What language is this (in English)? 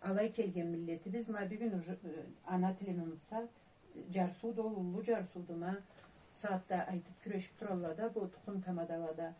Karachay-Balkar